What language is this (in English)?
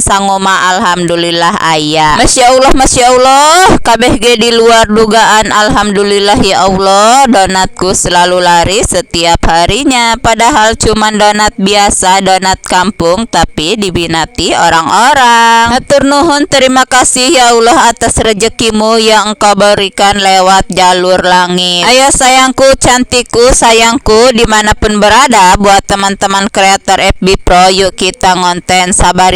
Sundanese